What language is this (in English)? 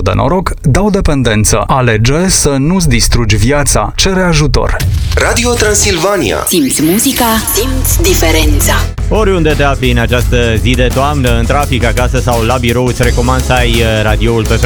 Romanian